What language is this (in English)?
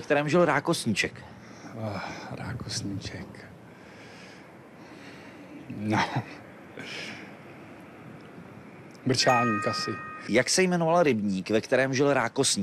Czech